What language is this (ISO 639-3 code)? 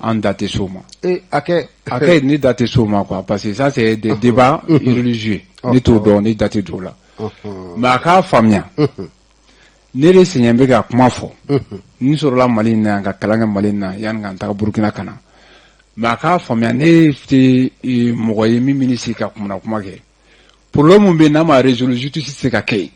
bam